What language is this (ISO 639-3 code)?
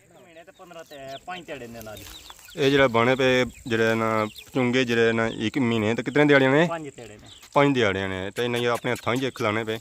phr